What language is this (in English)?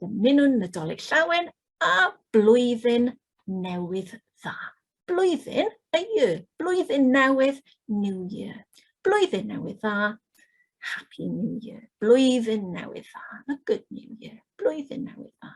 Welsh